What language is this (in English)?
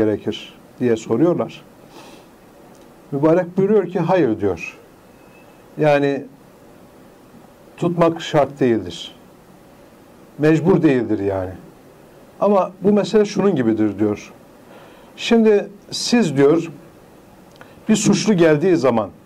Turkish